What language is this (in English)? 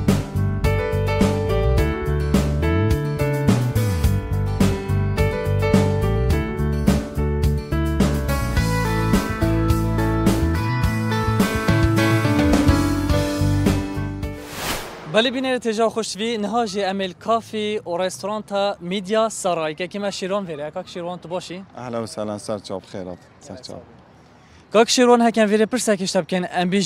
Kurdish